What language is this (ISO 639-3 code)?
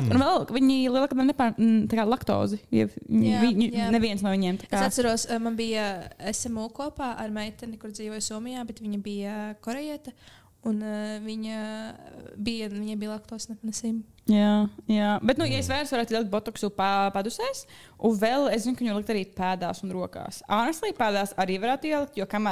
lav